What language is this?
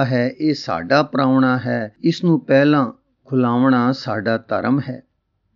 Punjabi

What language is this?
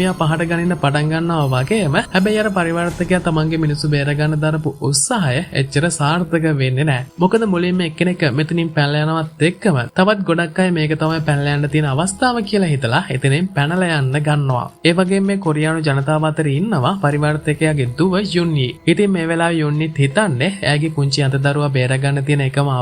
Sinhala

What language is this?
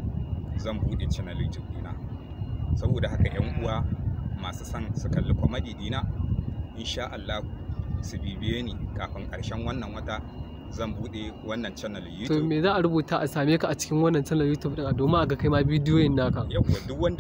Hausa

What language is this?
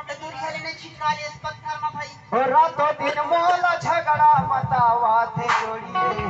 Chhattisgarhi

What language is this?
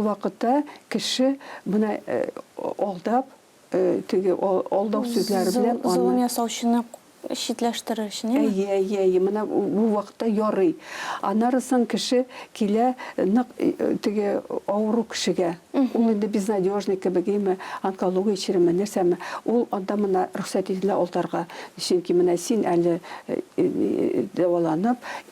Tatar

